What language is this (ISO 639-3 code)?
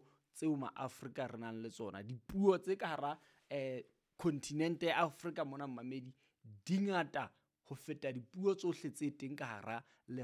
sot